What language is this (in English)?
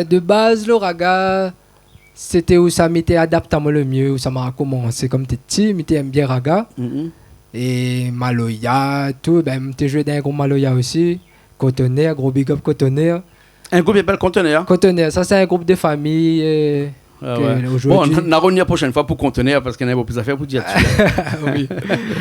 Réunion Creole French